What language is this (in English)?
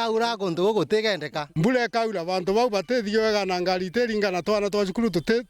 Meru